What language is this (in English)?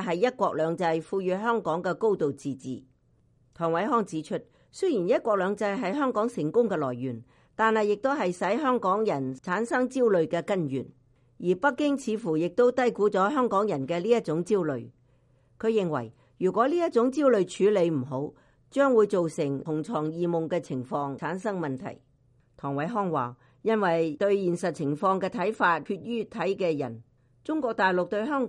Cantonese